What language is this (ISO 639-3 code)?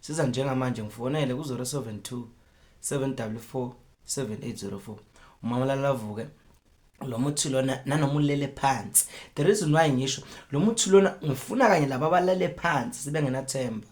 zul